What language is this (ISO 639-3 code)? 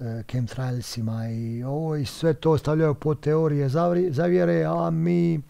bos